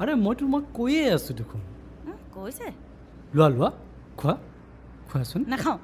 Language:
Assamese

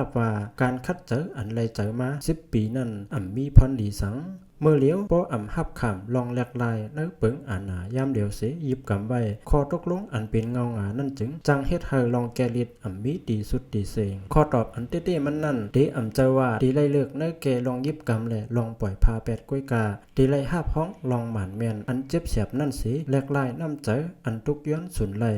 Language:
Lao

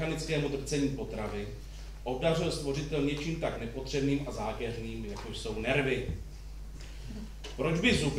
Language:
Czech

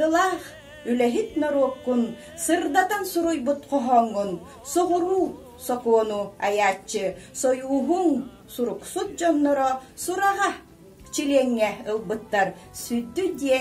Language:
Yakut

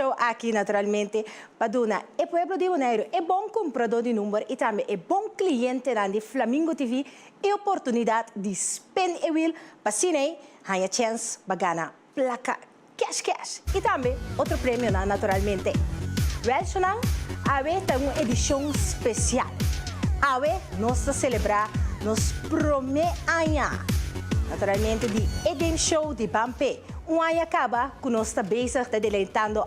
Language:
Papiamento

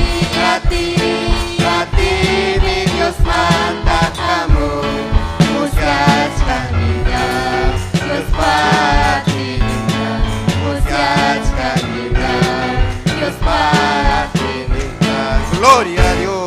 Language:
Ayacucho Quechua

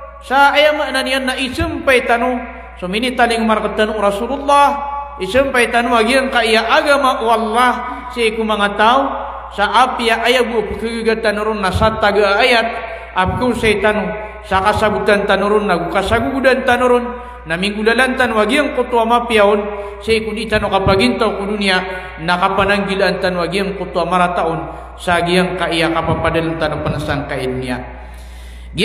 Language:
Maranao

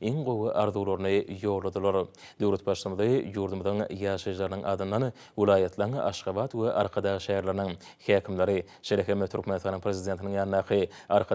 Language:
Turkmen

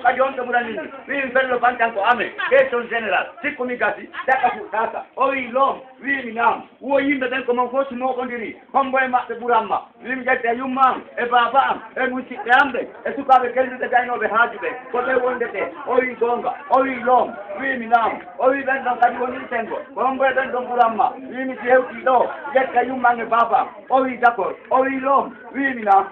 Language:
Fula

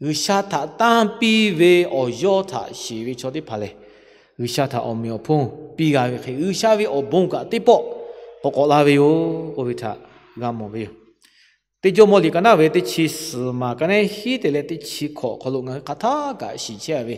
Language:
Lahu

